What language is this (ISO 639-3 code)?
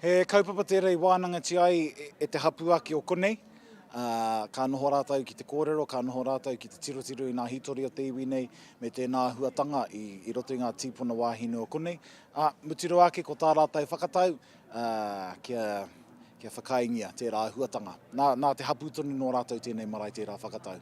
mri